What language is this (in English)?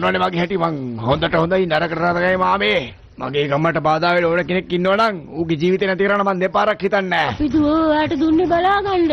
Sinhala